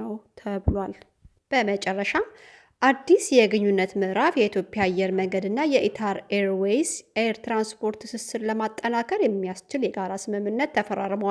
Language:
Amharic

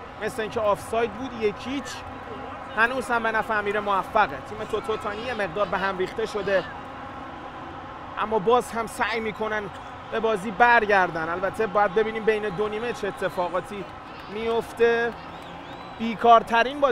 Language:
Persian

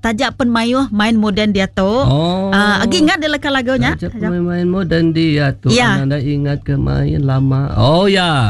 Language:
Iban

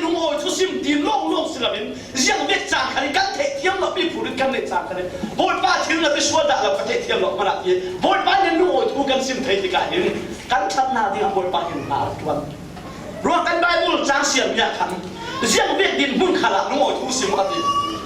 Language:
Falam Chin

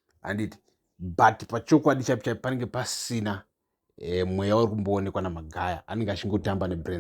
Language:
Shona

